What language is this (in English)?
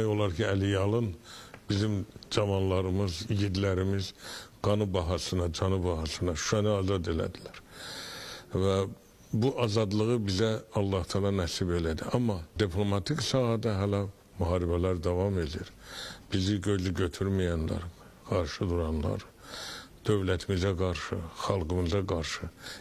Azerbaijani